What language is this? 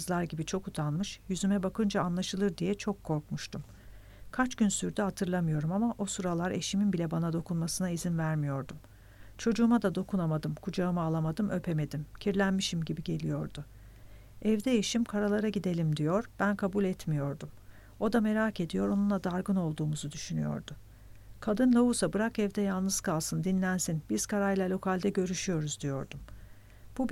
Turkish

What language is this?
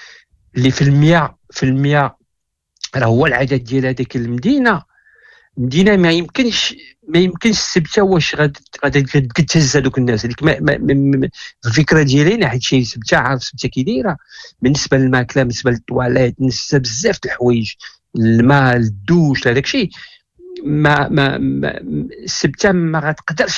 Moroccan Arabic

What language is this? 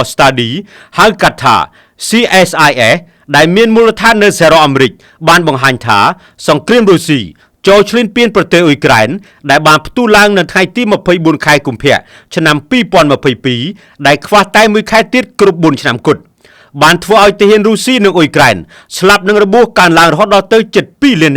Khmer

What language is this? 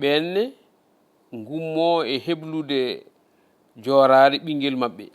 Fula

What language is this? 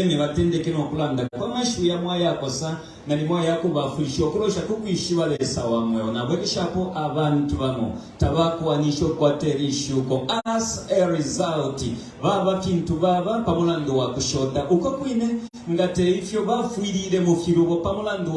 Bemba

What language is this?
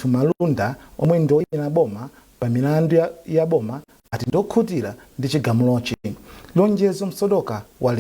Nyanja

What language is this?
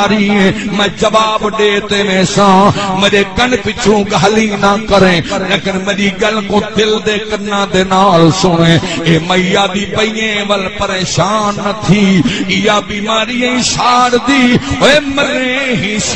Saraiki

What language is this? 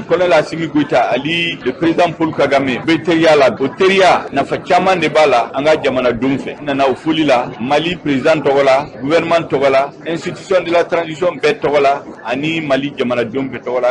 Bambara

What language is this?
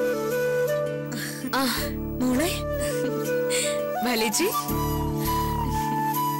Malayalam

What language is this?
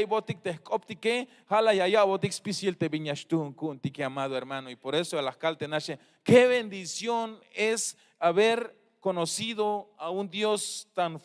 Tzeltal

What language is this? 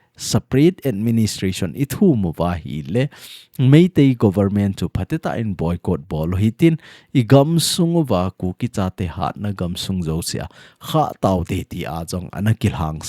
Thado Chin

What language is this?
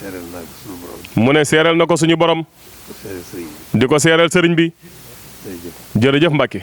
Wolof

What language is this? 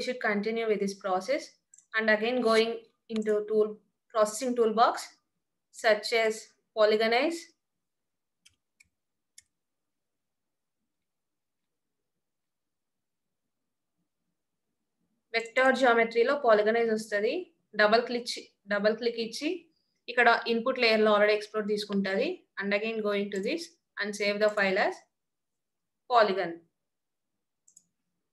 Telugu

